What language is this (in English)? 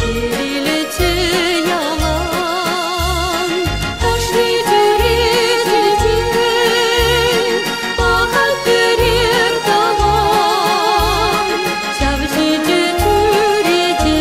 Chuvash